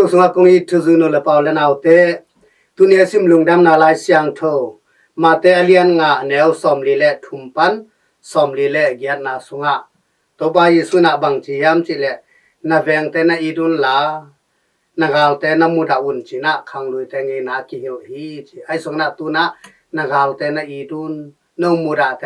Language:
Tedim Chin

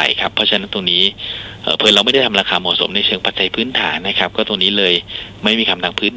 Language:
Thai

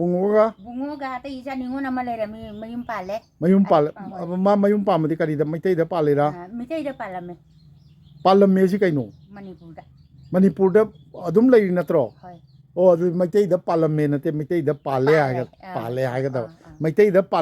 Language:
Manipuri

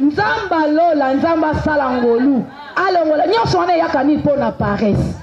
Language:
Lingala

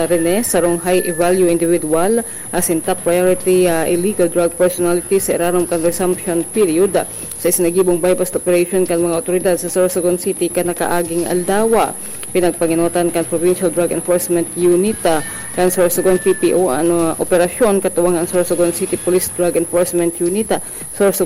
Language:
Bikol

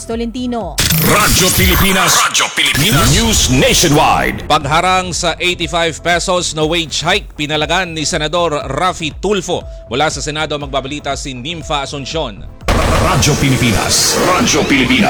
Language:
Filipino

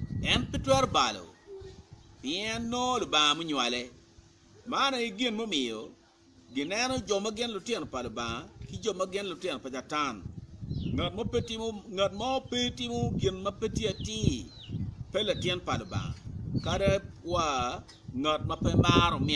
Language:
Acoli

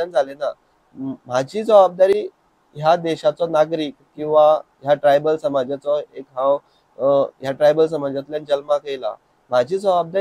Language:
Konkani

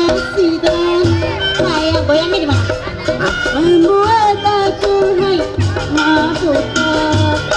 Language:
Betawi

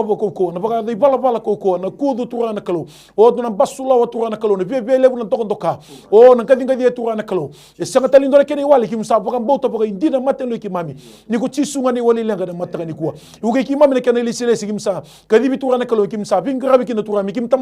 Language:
Fijian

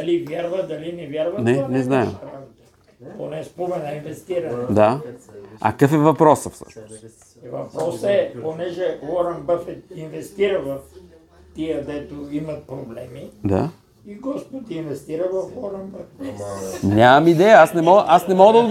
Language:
Bulgarian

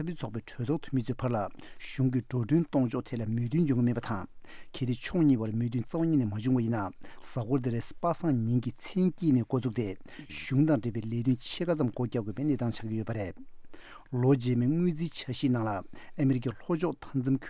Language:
Tibetan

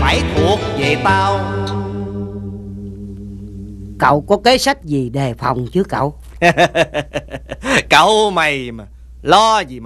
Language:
Vietnamese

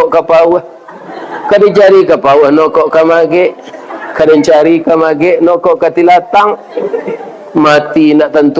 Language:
Minangkabau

